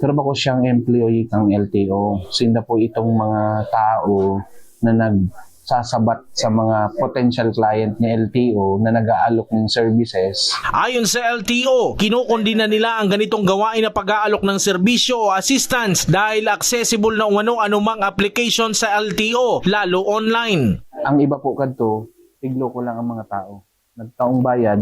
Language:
Bikol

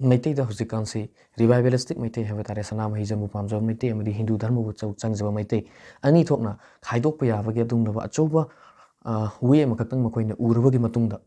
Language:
Manipuri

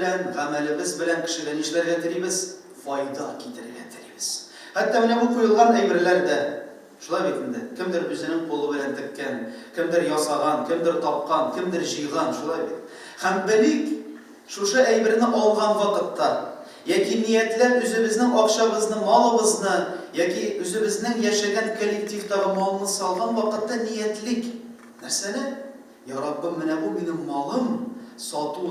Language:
Tatar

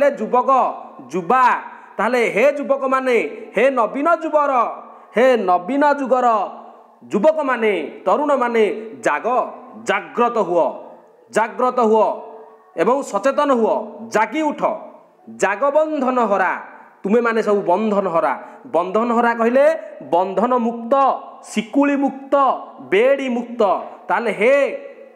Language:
Odia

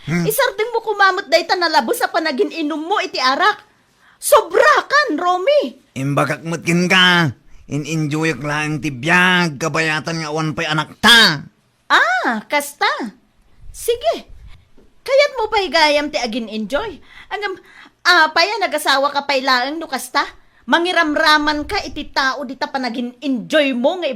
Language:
Iloko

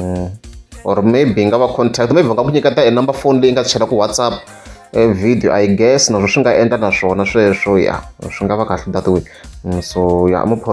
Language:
Tsonga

